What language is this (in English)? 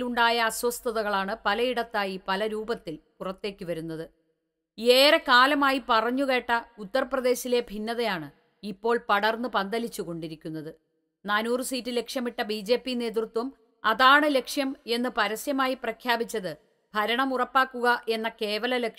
Malayalam